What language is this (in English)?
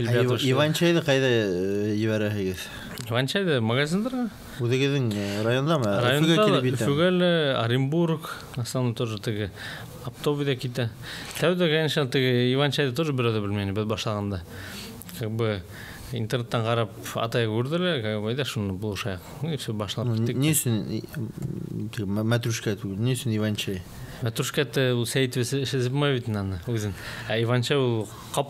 Bashkir